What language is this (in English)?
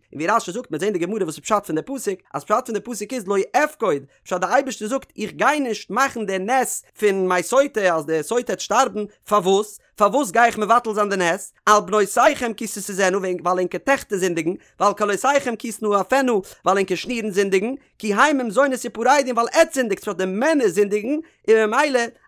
Yiddish